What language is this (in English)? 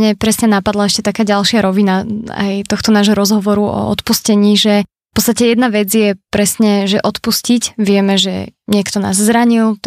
Slovak